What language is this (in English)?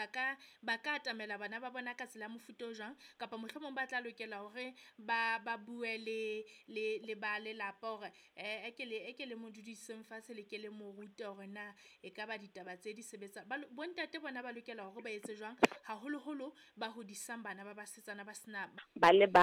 Southern Sotho